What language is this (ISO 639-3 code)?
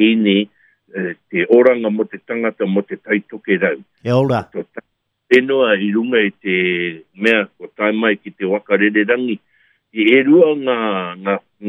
mri